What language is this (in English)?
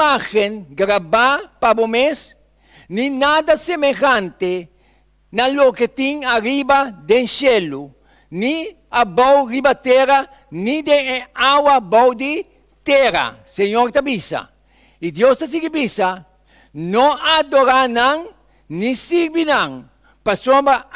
Papiamento